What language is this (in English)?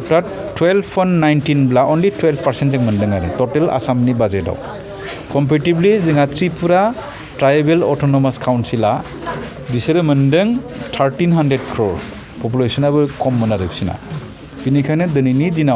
Bodo